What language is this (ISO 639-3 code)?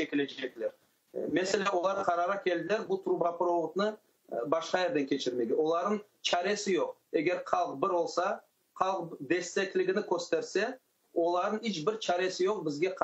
crh